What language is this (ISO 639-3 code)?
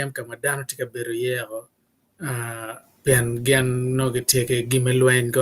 ach